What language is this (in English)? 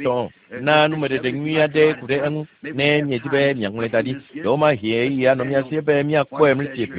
Ewe